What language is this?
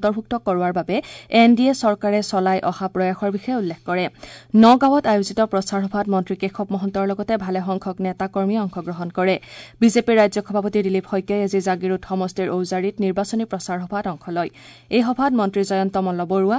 Assamese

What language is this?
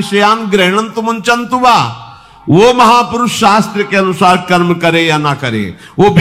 Hindi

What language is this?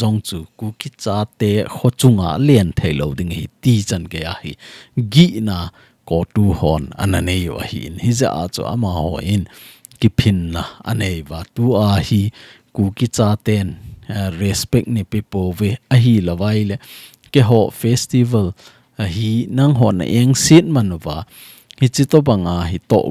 Thado Chin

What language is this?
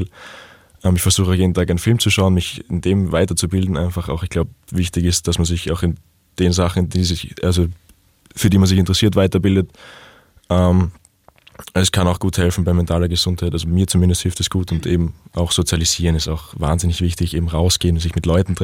German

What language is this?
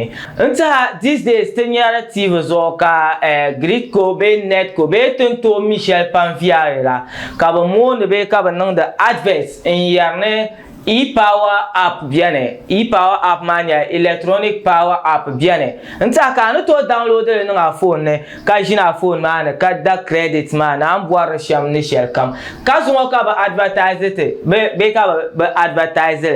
Dagbani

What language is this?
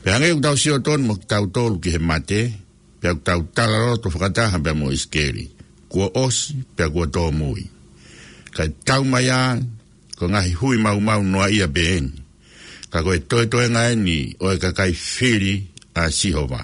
Tongan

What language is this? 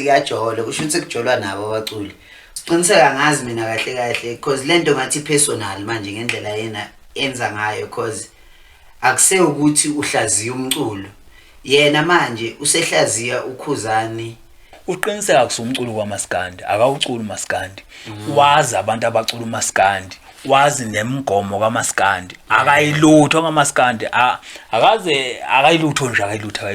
Zulu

